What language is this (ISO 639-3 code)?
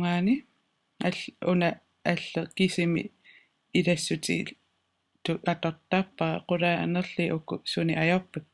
kal